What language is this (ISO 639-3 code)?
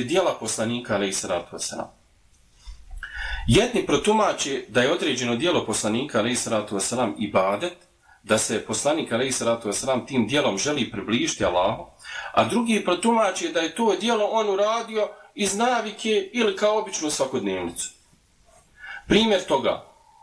bos